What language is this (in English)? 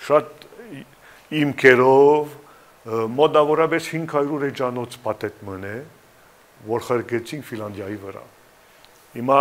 Western Armenian